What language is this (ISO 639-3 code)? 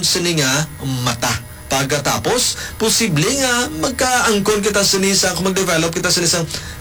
hil